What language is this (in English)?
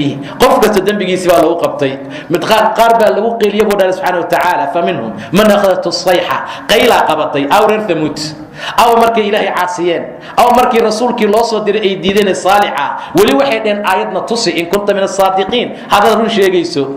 Somali